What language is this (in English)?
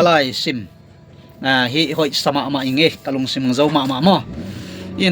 Tedim Chin